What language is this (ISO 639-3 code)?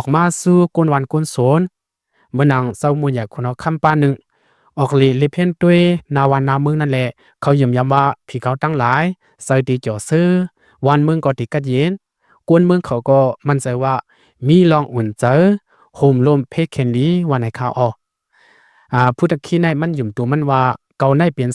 lao